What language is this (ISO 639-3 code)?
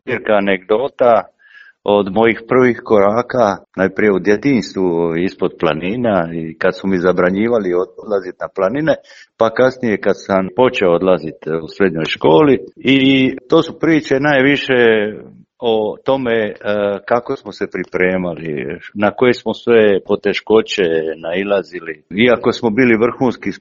hrv